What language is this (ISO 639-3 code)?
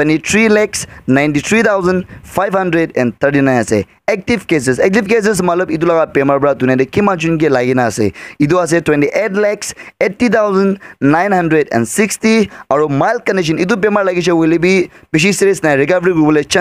nag